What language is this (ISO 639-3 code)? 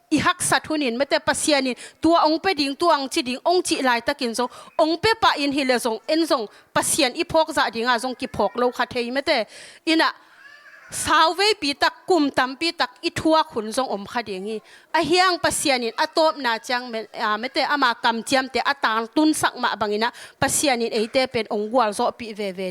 ctd